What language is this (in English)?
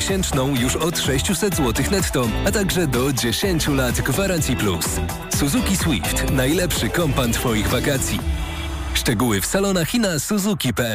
Polish